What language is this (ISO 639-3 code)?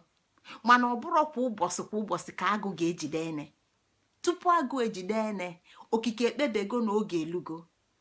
ibo